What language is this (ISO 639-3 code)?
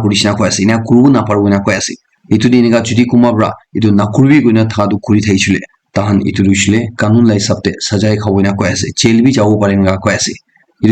nag